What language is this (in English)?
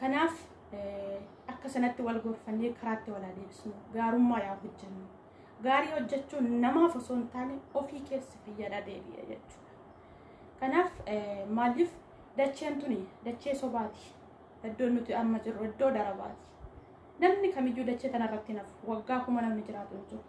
Oromo